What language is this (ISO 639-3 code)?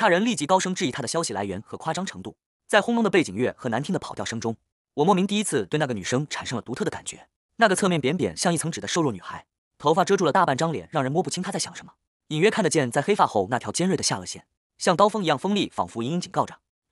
zho